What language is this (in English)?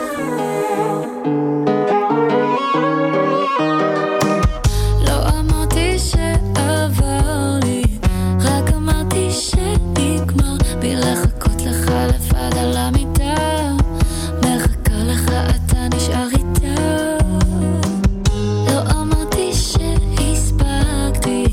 Hebrew